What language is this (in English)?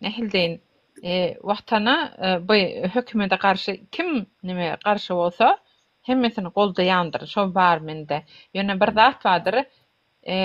Turkmen